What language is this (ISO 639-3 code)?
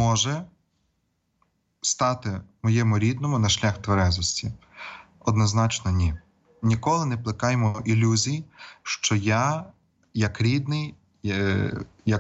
ukr